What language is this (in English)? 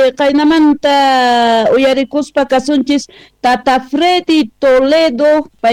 South Bolivian Quechua